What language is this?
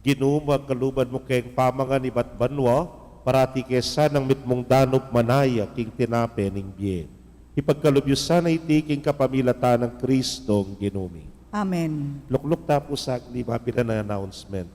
Pampanga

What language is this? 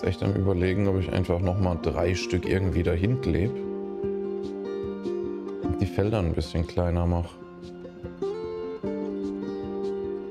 German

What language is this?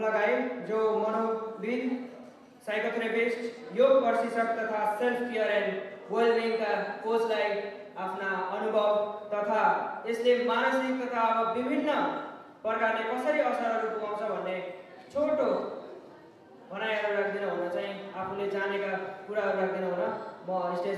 Nepali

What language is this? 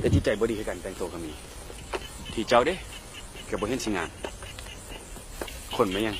Lao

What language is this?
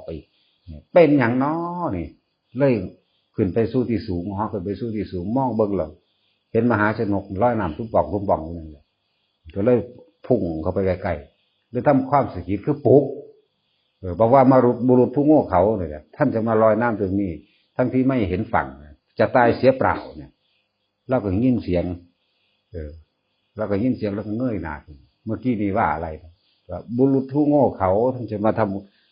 Northeastern Thai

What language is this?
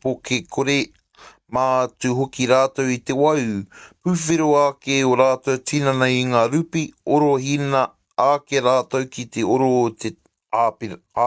Māori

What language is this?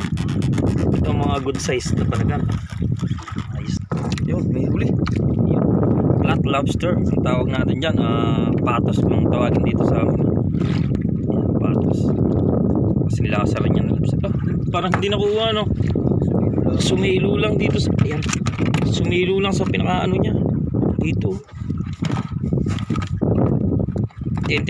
Filipino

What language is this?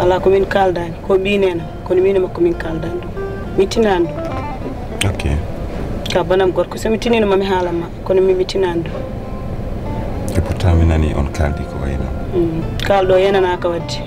Fula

